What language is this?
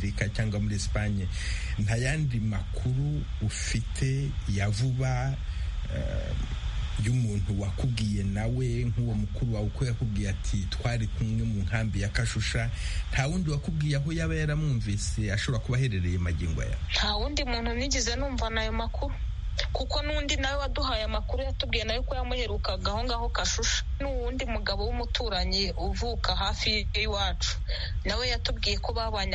Kinyarwanda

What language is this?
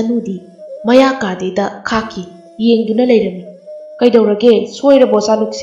Manipuri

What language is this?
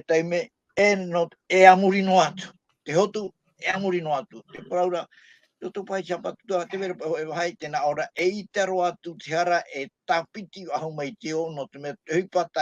Tahitian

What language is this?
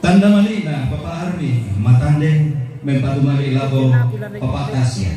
Toraja-Sa'dan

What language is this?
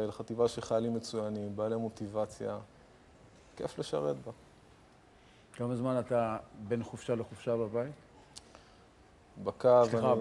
Hebrew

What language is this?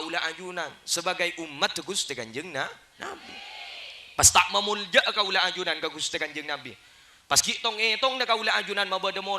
Madurese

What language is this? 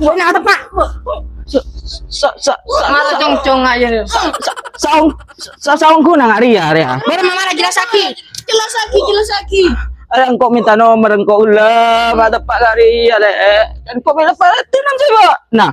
Madurese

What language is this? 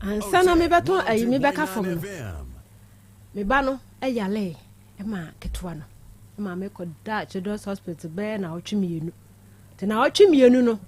Akan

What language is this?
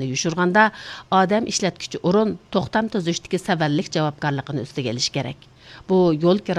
Uyghur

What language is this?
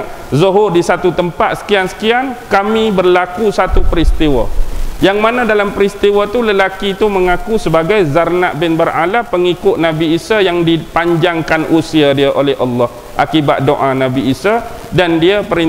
Malay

